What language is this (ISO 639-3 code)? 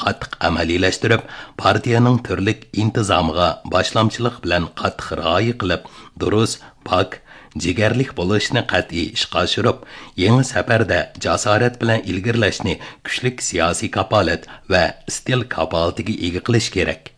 uig